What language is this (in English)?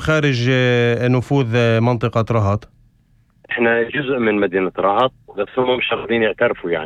North Levantine Arabic